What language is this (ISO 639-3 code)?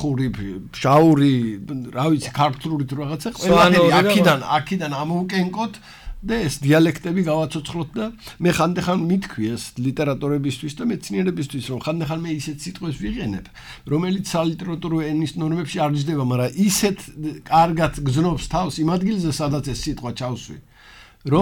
kat